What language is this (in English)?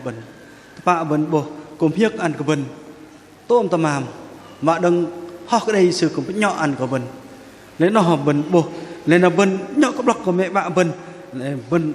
Bahnar